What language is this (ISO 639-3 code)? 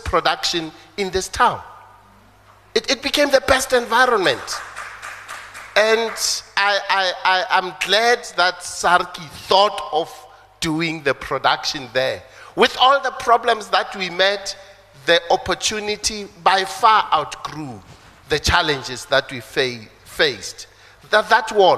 afr